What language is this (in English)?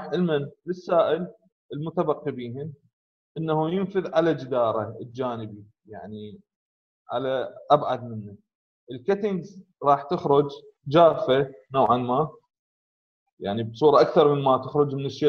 Mesopotamian Arabic